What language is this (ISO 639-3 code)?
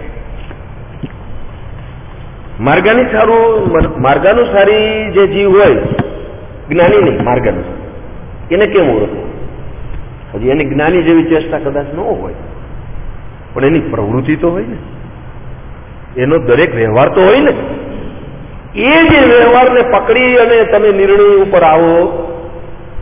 guj